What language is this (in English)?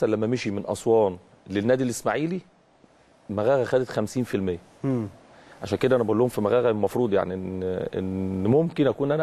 Egyptian Arabic